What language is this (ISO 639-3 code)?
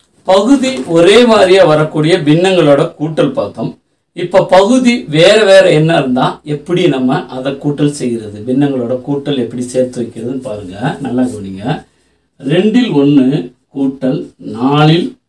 tam